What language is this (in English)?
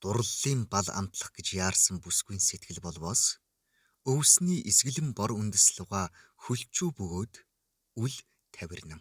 Mongolian